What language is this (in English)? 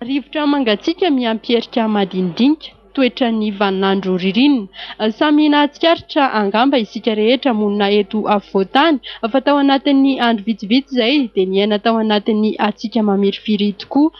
Malagasy